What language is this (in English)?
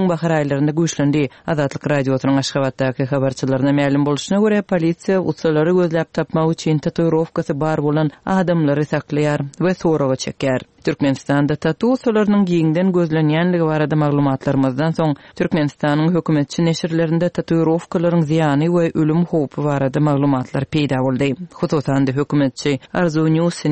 Turkmen